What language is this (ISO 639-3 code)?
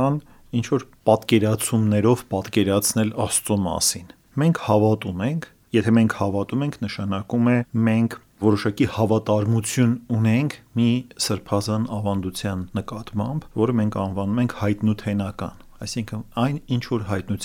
hye